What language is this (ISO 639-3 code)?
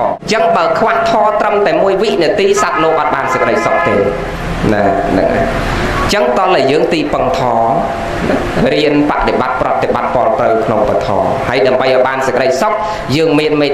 khm